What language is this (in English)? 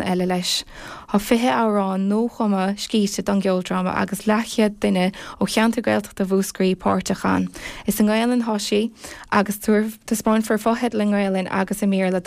Irish